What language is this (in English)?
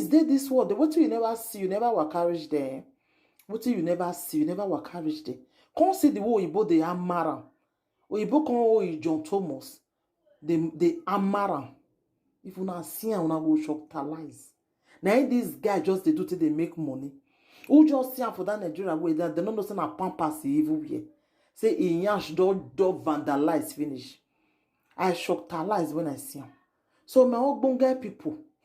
Nigerian Pidgin